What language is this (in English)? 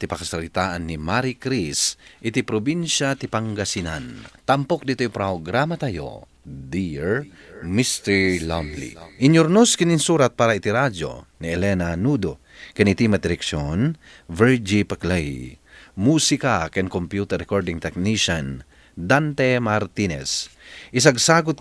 Iloko